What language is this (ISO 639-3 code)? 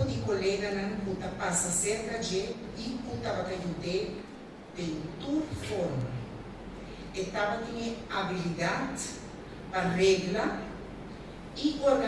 pap